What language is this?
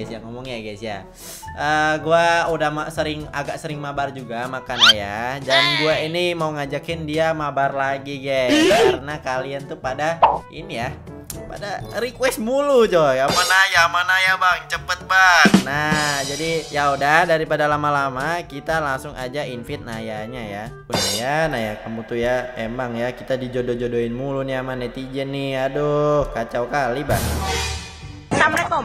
Indonesian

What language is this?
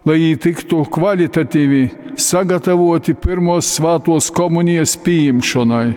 Latgalian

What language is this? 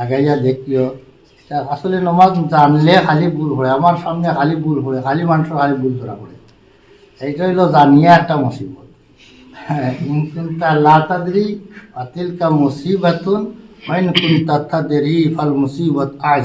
Sylheti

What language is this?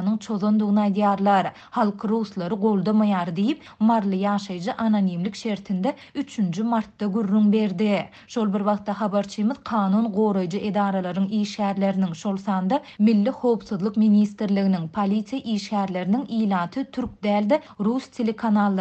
Turkmen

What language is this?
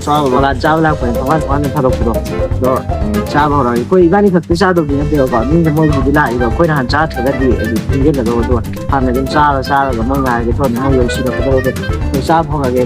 Manipuri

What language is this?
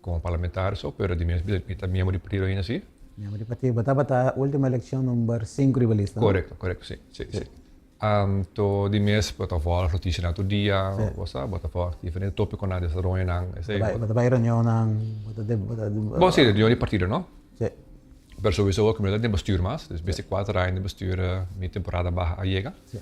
Papiamento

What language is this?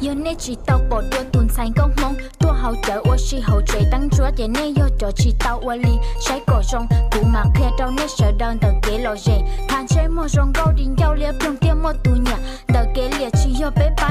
Hmong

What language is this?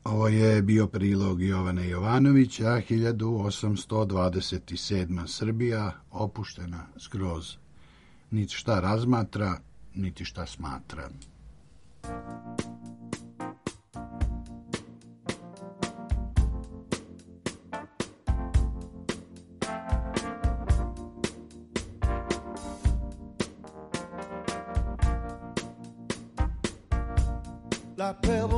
Serbian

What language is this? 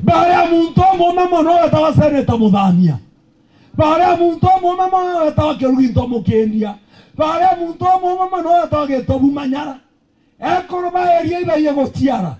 Meru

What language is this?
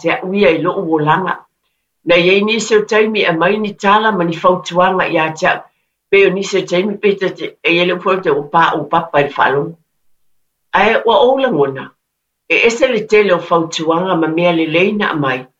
Samoan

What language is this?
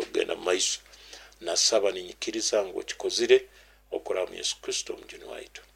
Nyoro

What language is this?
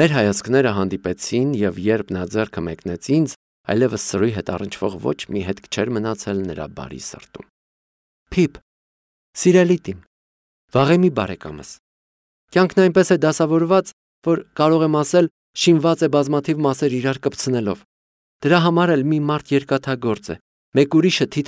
Armenian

